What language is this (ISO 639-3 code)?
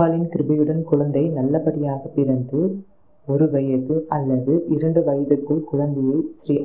tam